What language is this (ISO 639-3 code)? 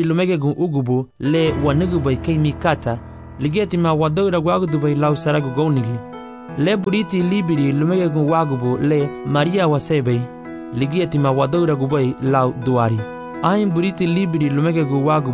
cab